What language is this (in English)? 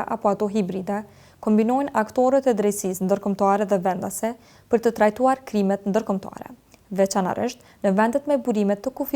Albanian